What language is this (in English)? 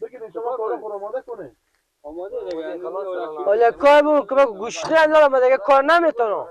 Persian